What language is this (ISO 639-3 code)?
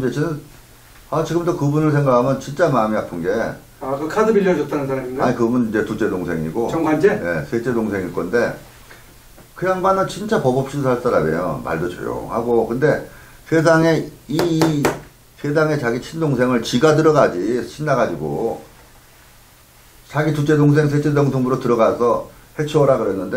kor